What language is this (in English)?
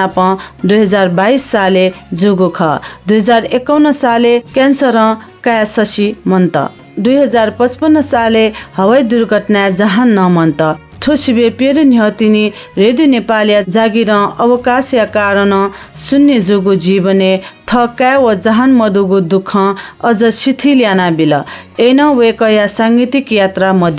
Newari